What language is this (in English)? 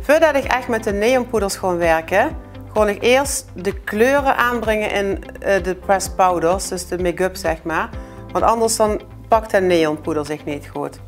Limburgish